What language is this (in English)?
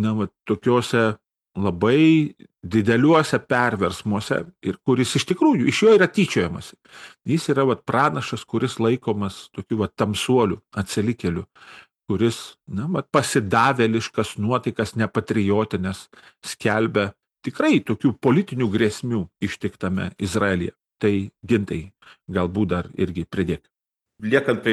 Lithuanian